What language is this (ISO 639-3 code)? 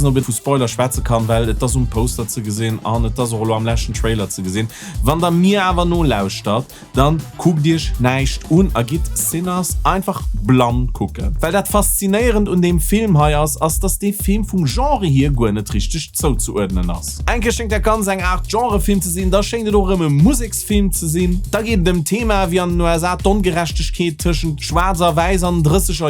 ltz